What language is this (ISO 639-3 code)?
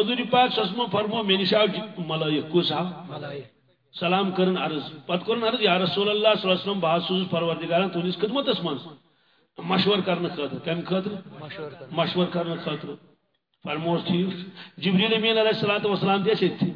kas